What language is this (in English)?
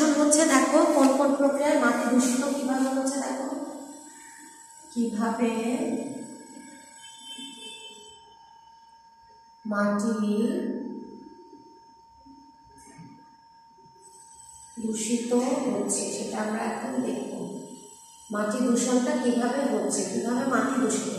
Bangla